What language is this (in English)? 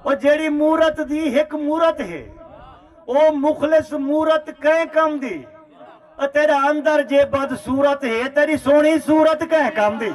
Saraiki